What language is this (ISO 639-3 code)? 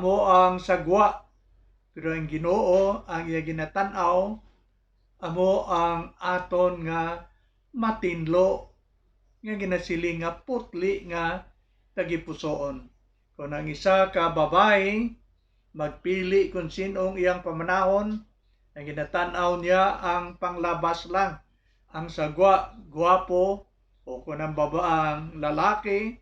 hil